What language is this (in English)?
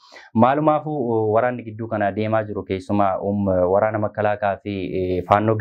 Oromo